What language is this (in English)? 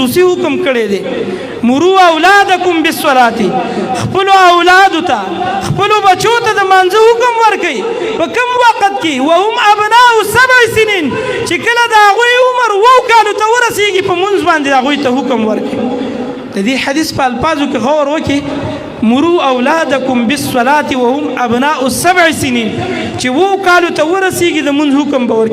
Pashto